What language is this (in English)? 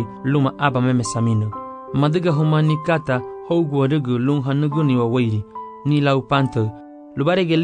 Garifuna